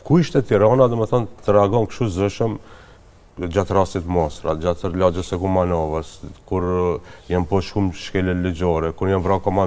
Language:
Albanian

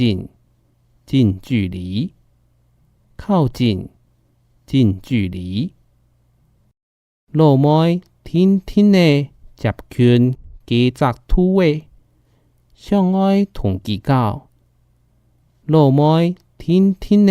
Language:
Hakka Chinese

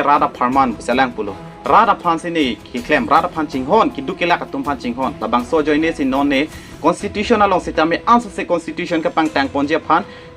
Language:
Karbi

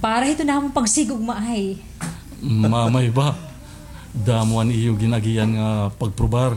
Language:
Waray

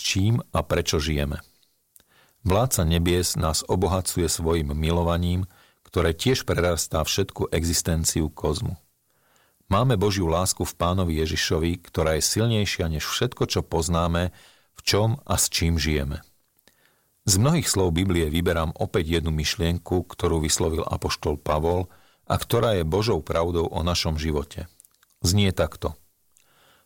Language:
Slovak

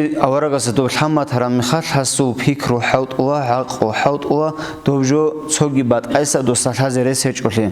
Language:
Avaric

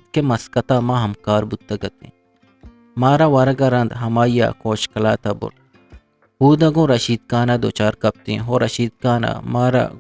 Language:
Eastern Balochi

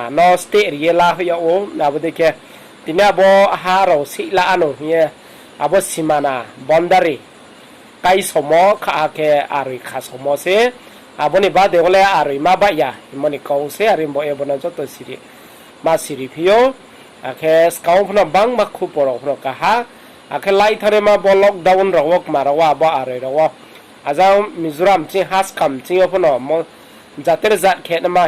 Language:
Riang (India)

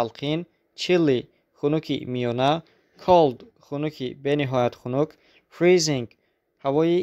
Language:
Tajik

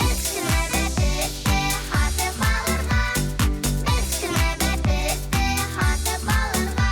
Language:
Bashkir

